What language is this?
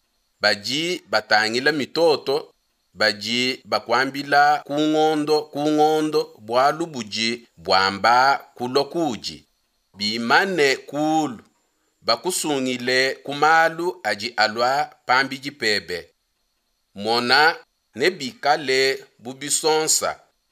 Luba-Lulua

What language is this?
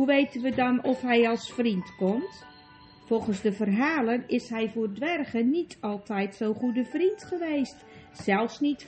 Dutch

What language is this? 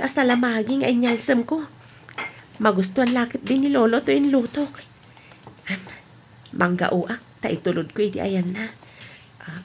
Iloko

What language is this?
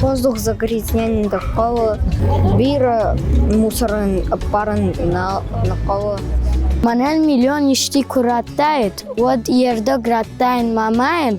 Ossetic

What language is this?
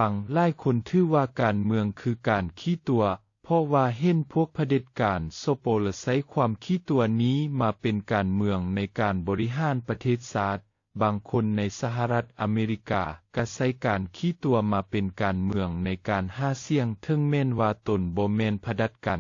Lao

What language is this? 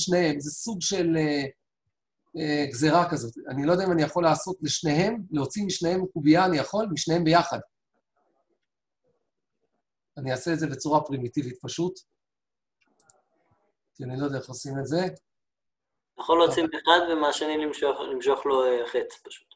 Hebrew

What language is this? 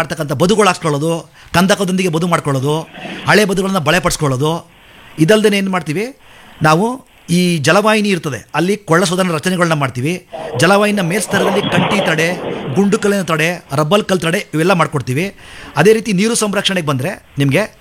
Kannada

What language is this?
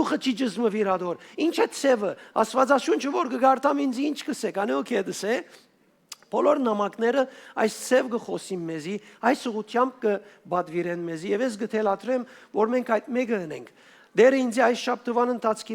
Western Armenian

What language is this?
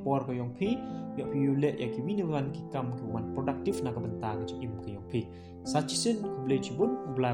Pnar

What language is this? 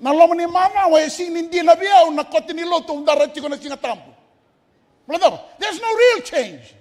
Fijian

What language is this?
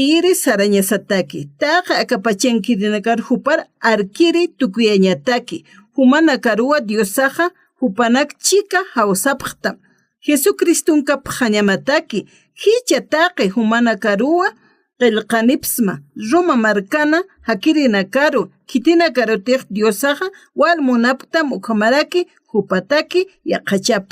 Aymara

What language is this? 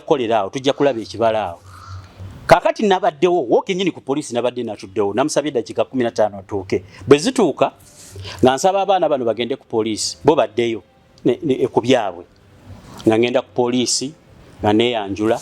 Ganda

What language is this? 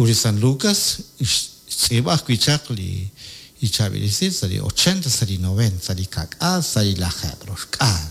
Kekchí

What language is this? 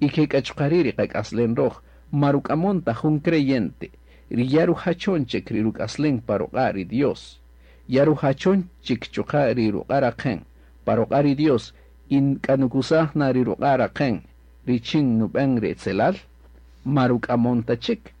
Kaqchikel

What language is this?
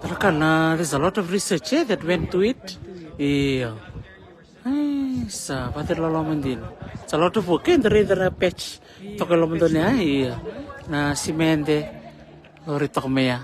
Fijian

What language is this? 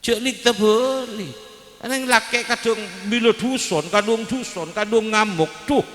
Madurese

